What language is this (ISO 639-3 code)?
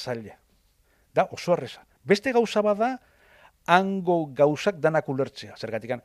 eus